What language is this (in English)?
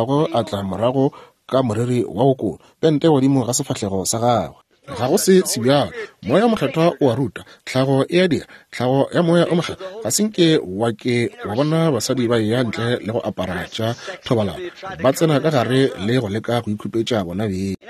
Northern Sotho